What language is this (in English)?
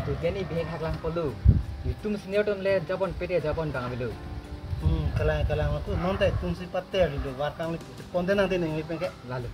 Karbi